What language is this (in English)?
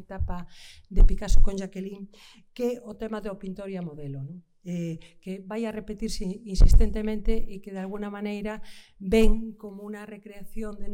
Galician